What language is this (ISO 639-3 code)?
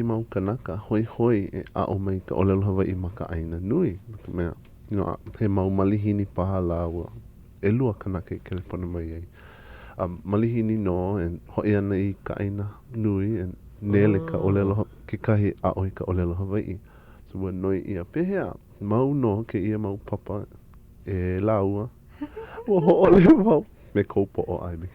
haw